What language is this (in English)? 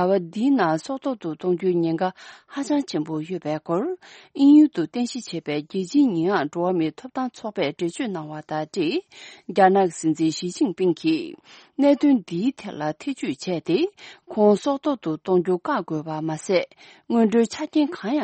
Tibetan